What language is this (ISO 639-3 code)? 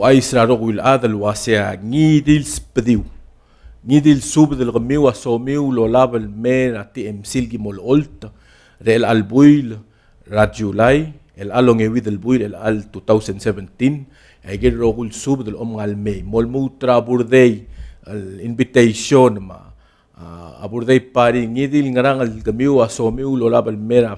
pau